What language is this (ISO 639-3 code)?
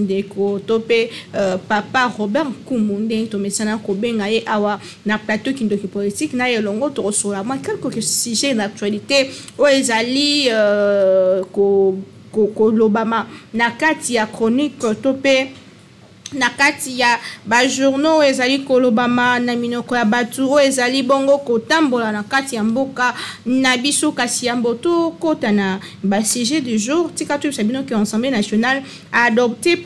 lin